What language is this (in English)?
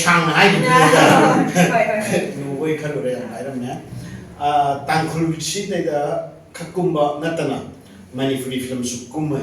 Manipuri